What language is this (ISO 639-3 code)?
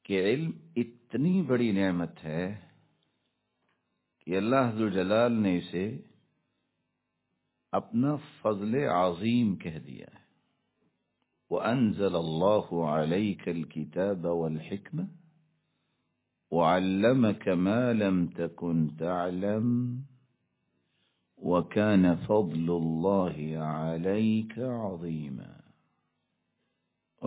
urd